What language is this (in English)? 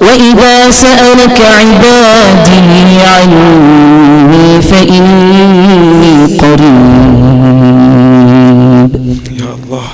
Fula